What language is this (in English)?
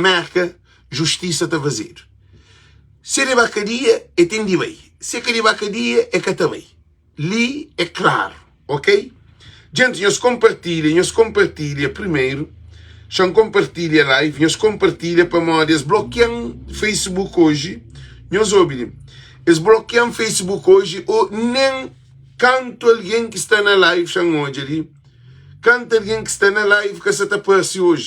Kabuverdianu